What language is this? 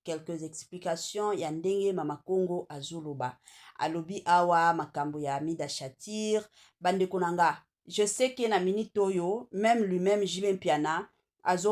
Lingala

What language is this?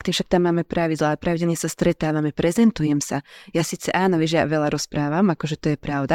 Slovak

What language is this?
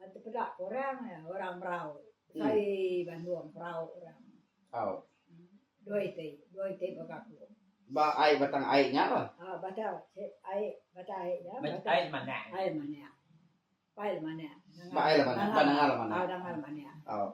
Iban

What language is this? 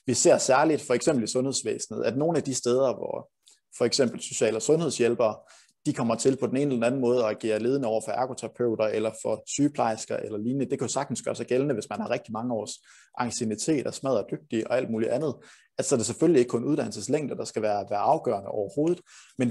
Danish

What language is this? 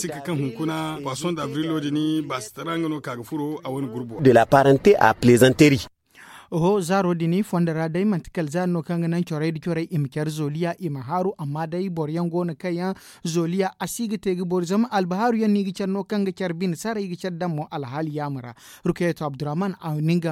Zarma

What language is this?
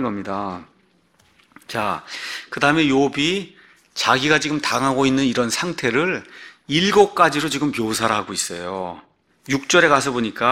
Korean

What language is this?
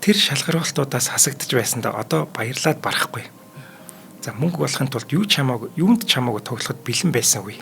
Mongolian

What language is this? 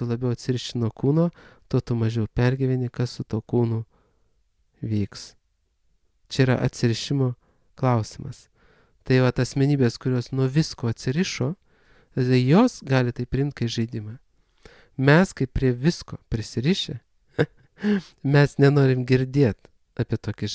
Lithuanian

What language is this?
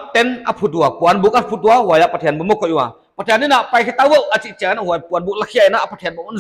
Paite Chin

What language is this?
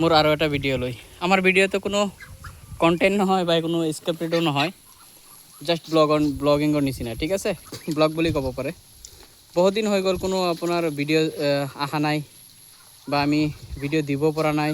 Assamese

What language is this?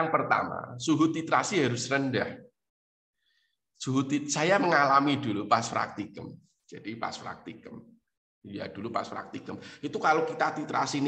Indonesian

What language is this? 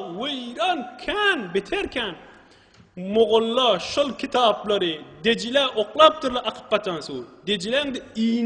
Turkmen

